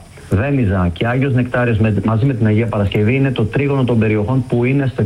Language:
Greek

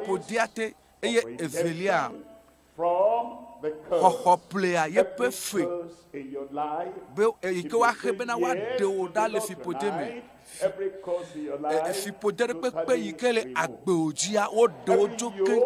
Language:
Ewe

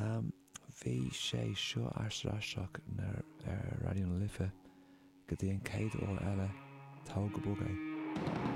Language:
Irish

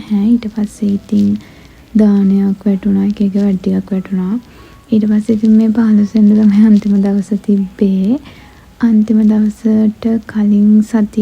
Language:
Sinhala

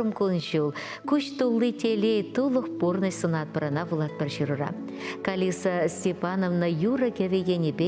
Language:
Chuvash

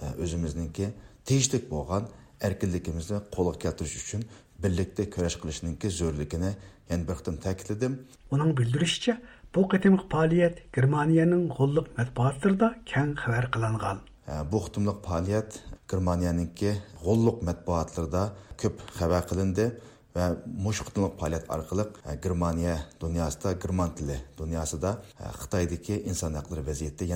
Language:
Uyghur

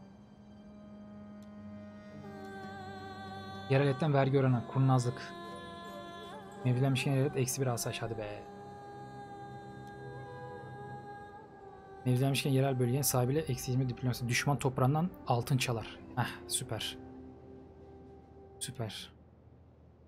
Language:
Turkish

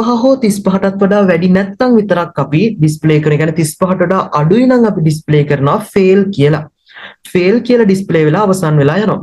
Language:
Sinhala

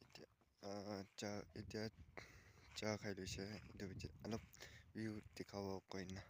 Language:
Naga Pidgin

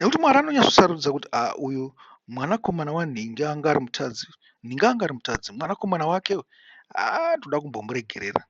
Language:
Shona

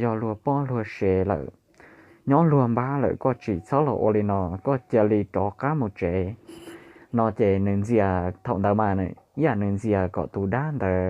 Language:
Hmong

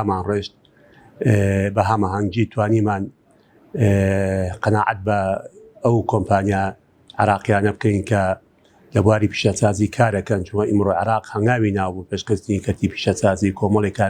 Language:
Central Kurdish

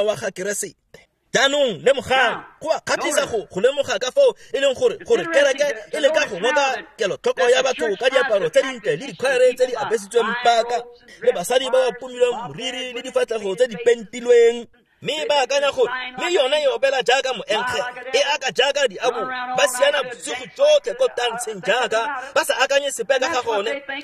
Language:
Tswana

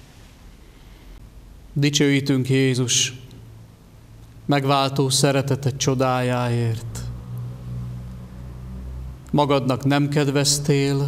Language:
Hungarian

